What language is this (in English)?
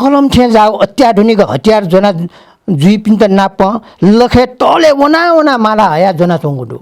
Newari